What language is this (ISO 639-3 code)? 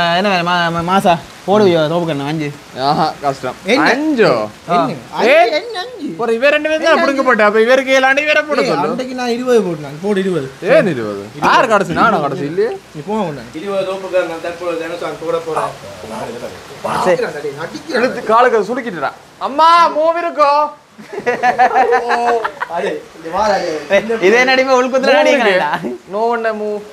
tam